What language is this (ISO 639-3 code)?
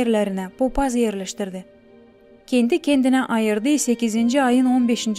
gag